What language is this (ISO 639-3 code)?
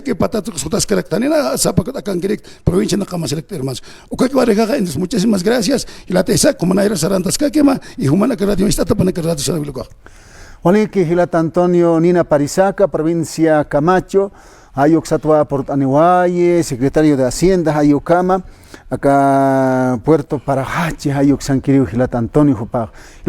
aym